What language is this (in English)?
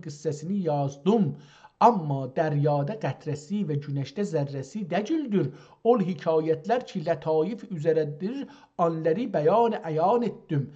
South Azerbaijani